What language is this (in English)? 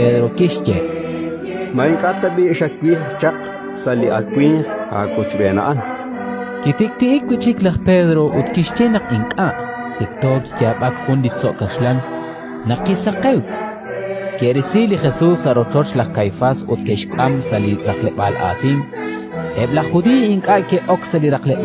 Kekchí